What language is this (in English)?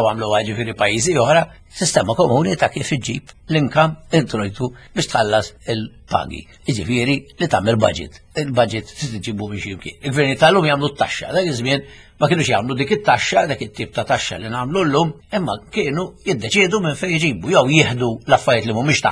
Maltese